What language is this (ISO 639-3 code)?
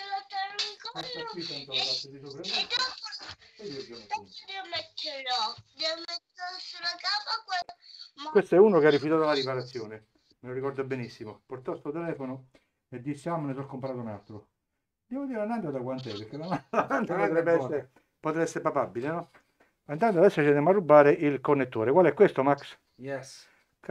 ita